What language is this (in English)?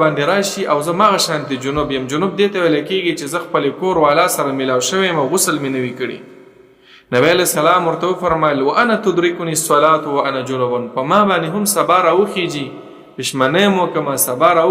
Pashto